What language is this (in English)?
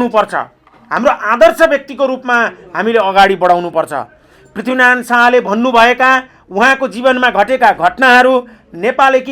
Nepali